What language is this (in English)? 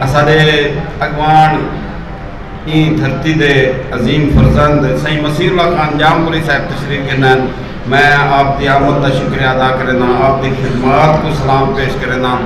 Saraiki